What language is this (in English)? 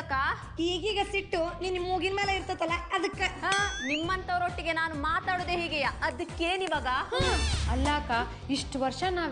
Kannada